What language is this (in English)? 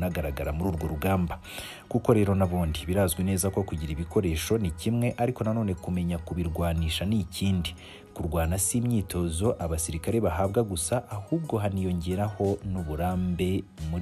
Kinyarwanda